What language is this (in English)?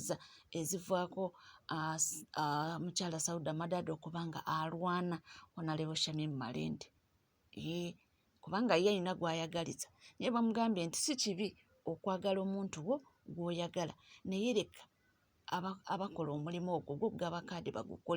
Ganda